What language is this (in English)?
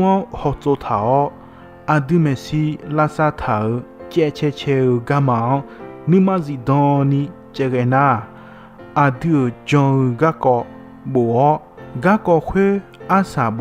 Akha